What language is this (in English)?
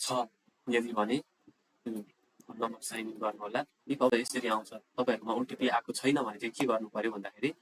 Nepali